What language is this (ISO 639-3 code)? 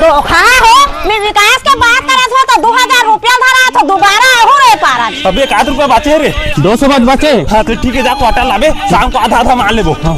hne